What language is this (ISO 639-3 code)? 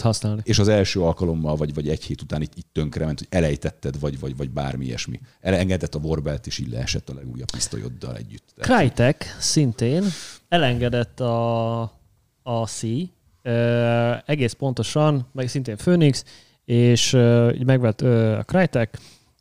hun